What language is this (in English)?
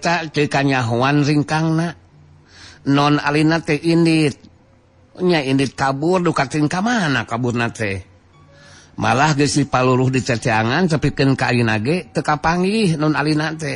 Sundanese